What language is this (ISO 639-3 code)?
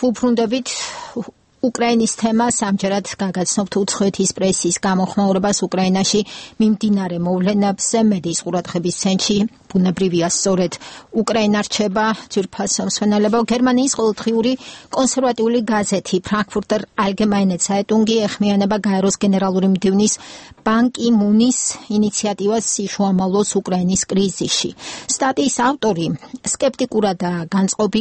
kat